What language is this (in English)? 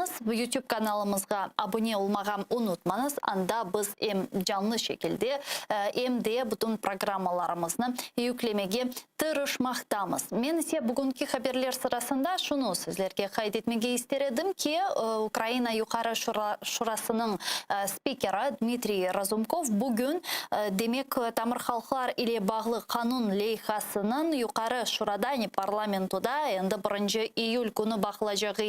Crimean Tatar